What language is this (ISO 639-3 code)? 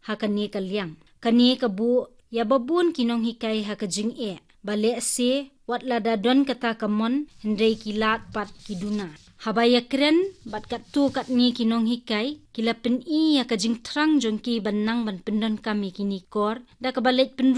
kha